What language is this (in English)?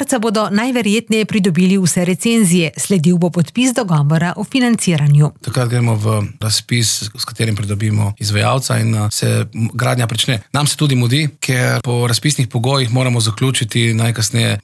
Slovenian